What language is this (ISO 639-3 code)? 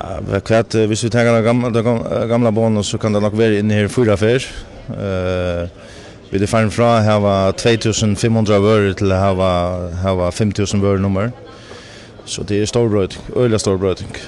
fao